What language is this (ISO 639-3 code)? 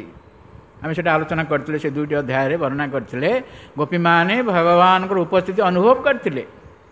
ori